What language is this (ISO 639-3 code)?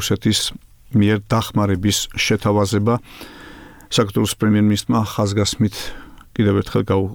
kat